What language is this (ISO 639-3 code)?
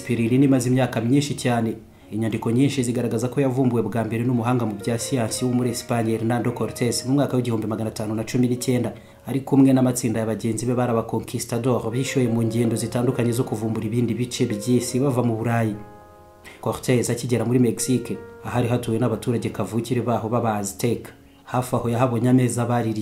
kin